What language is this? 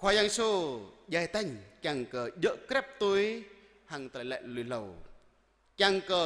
Jarai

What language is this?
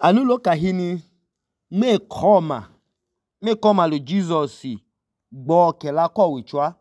Idoma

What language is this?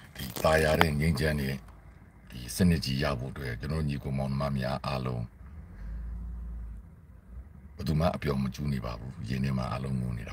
Burmese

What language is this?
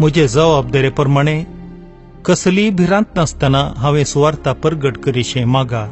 Konkani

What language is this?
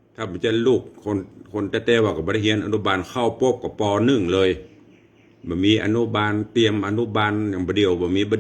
Northern Thai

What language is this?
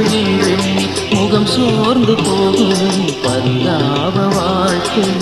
Tamil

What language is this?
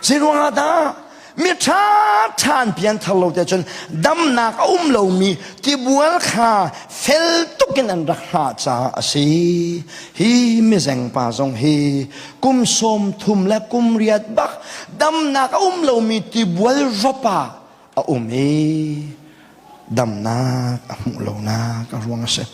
Hakha Chin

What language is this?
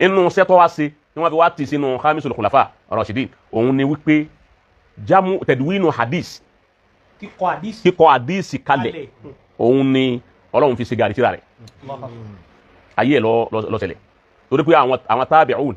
Yoruba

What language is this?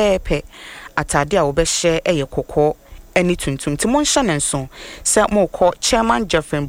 Akan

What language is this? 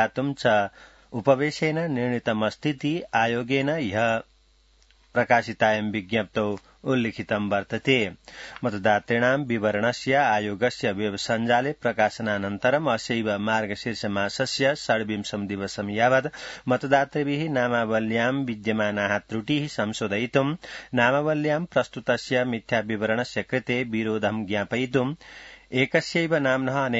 Sanskrit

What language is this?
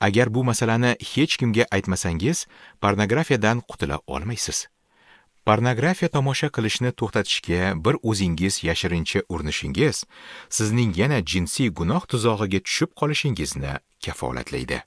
Uzbek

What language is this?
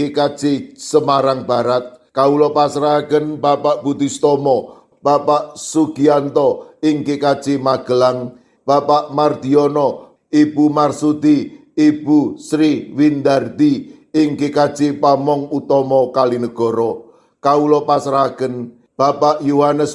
Javanese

